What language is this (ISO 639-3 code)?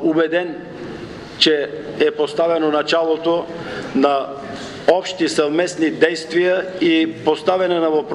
bul